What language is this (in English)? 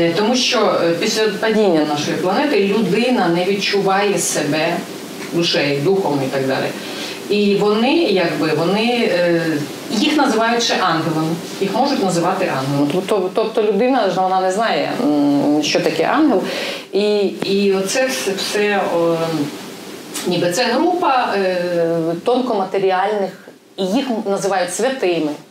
Ukrainian